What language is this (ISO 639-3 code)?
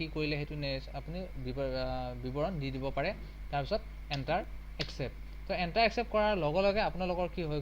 asm